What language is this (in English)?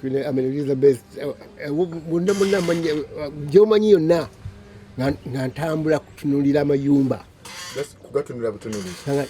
Ganda